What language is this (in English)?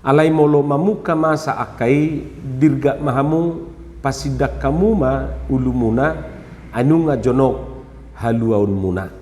Batak Toba